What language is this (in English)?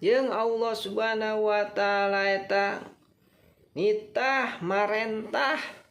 Sundanese